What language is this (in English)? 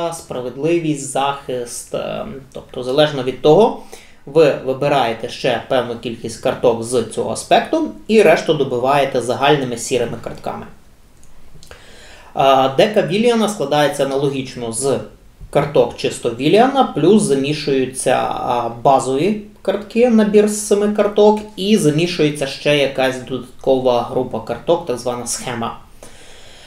Ukrainian